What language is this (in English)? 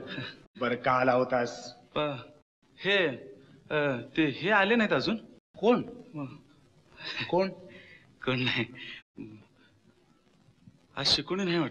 Marathi